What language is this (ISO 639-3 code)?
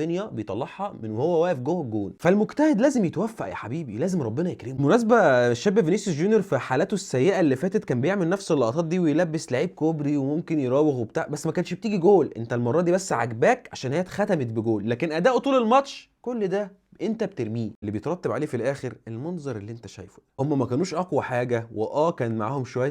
arz